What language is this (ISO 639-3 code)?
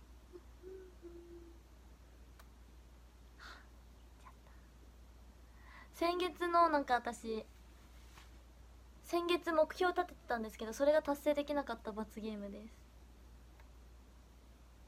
jpn